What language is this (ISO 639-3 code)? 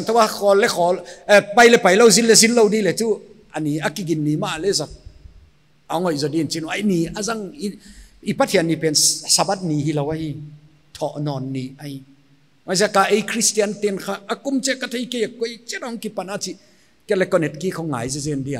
pck